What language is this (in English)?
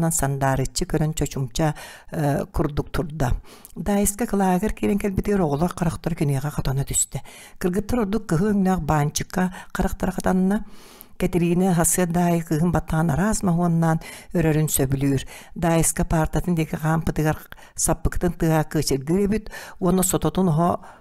Yakut